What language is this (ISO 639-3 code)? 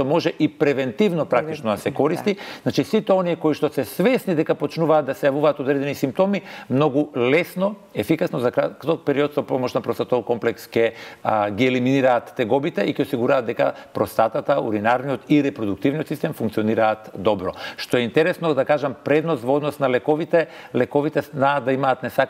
mkd